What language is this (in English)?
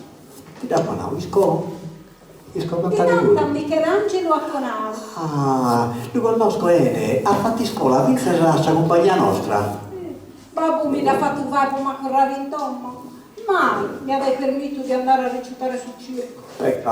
Sardinian